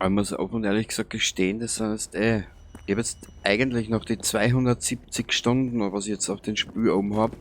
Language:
Bavarian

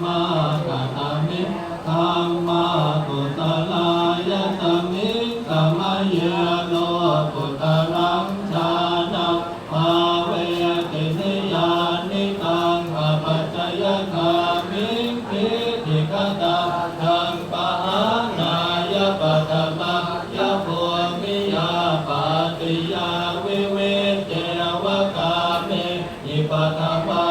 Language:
Pali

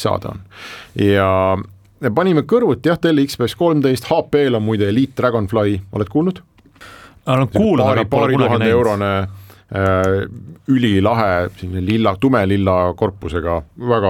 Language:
Estonian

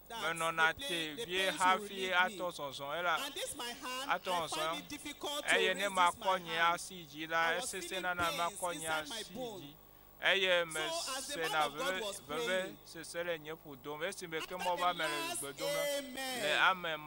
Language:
Ewe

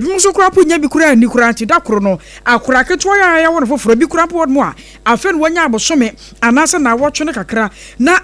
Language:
Akan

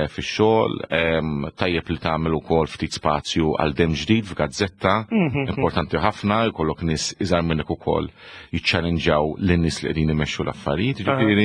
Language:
Maltese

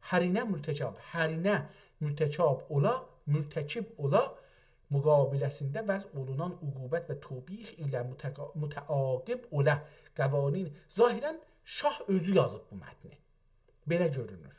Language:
South Azerbaijani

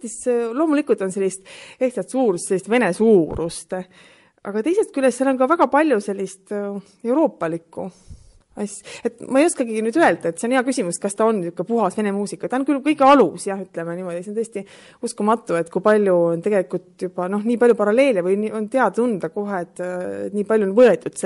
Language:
Estonian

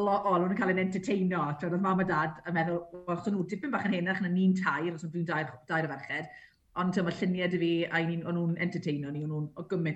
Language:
Welsh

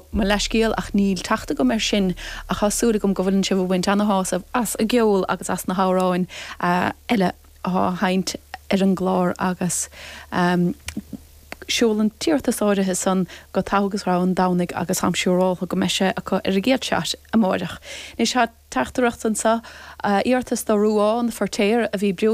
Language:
Irish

